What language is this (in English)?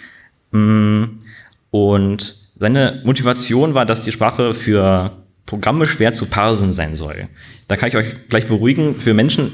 German